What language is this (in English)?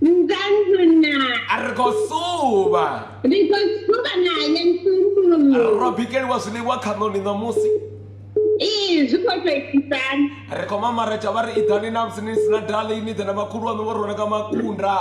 Venda